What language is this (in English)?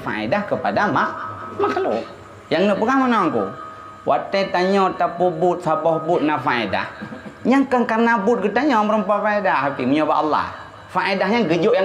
Achinese